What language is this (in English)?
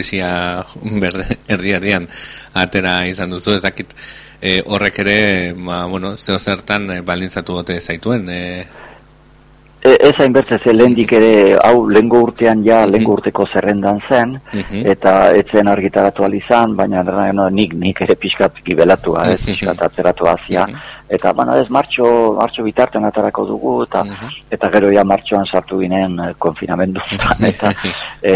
Basque